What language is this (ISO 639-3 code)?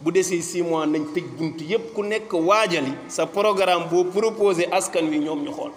wol